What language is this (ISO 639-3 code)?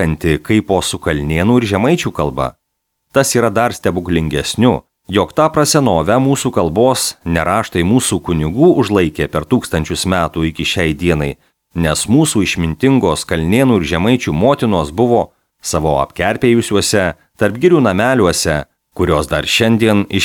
lit